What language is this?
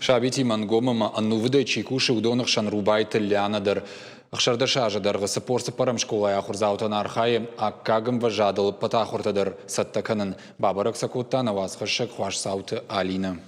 Ossetic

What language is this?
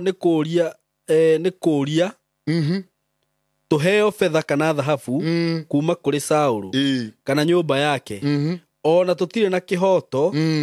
Kikuyu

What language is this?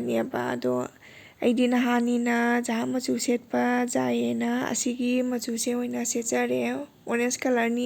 Manipuri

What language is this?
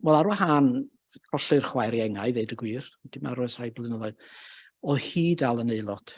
Welsh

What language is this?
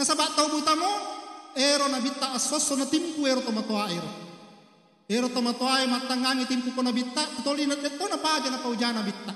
Buginese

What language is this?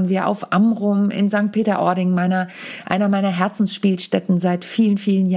German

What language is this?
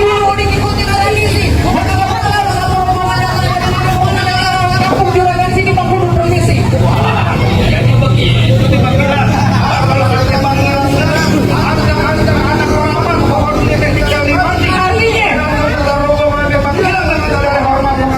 Betawi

